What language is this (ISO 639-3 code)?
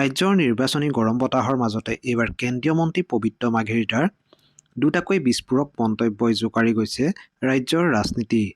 asm